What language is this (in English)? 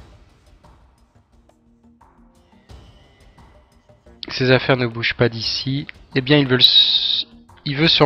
French